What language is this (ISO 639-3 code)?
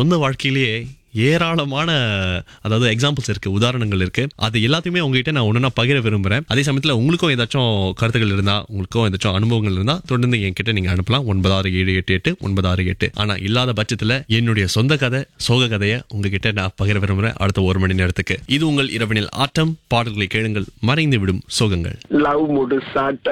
tam